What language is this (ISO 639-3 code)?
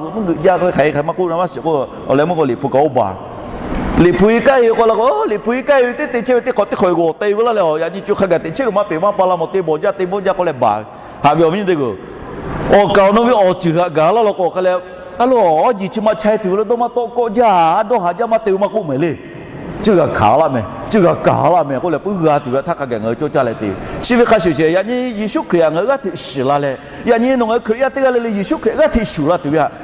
lhu